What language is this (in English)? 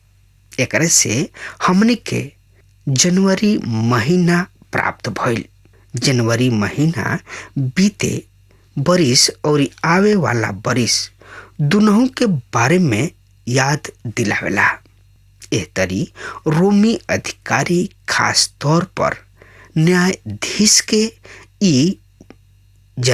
Bhojpuri